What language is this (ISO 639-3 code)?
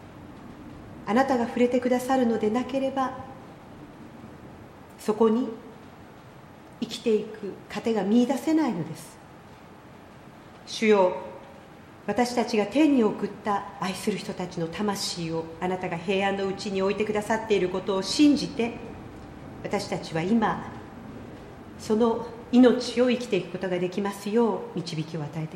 jpn